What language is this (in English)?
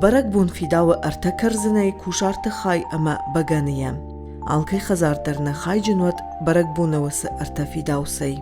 Ossetic